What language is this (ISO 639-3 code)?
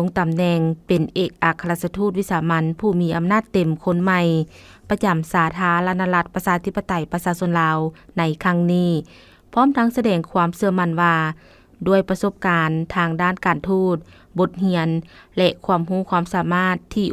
lao